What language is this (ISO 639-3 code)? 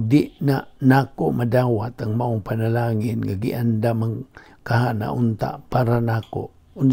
ceb